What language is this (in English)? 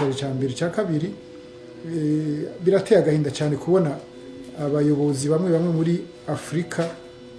Rundi